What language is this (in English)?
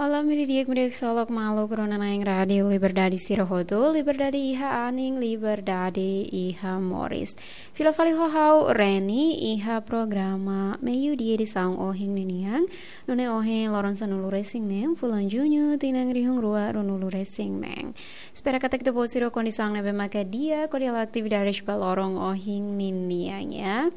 Tetum